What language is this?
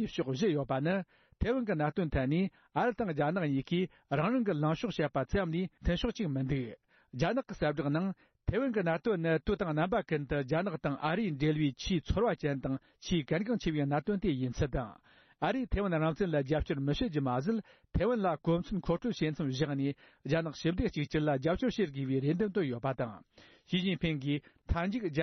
Tibetan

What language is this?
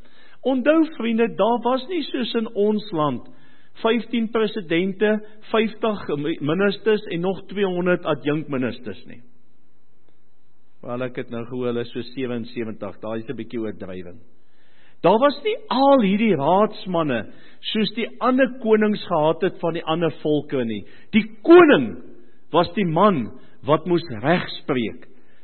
Afrikaans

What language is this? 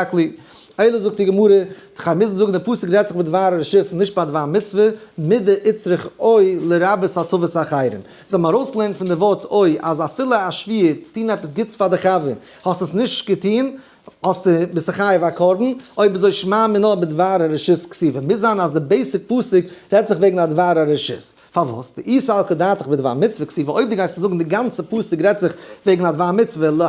Yiddish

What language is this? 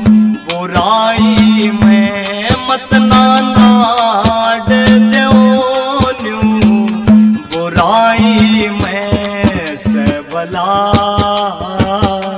Haryanvi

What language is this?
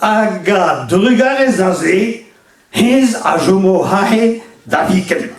Breton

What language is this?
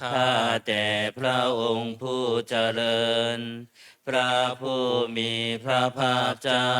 Pali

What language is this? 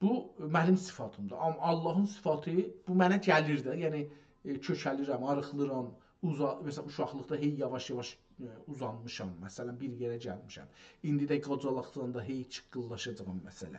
South Azerbaijani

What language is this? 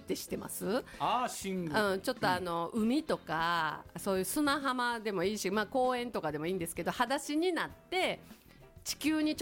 Japanese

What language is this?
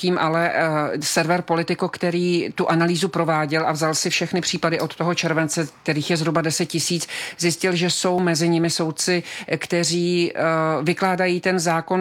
Czech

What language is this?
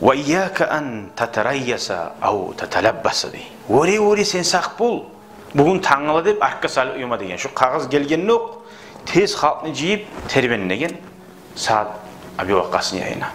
Kumyk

